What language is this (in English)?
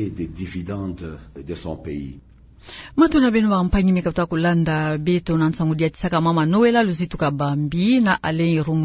Kituba (Democratic Republic of Congo)